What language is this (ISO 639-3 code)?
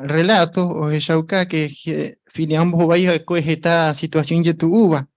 grn